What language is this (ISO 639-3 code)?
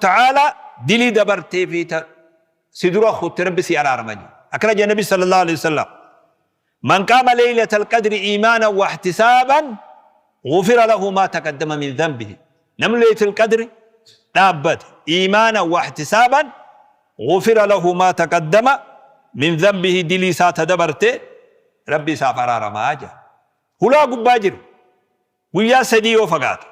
orm